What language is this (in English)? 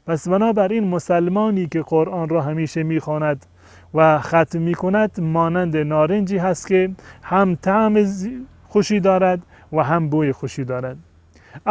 Persian